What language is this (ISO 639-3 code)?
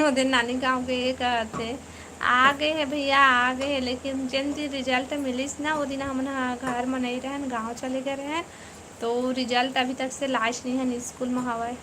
hne